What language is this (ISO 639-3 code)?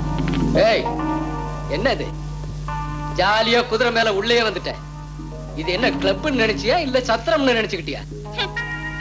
tam